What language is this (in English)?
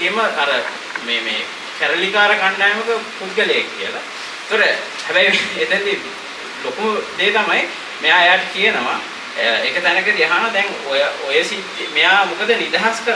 Sinhala